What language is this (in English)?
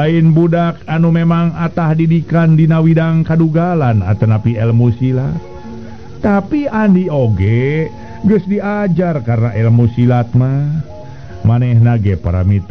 Sundanese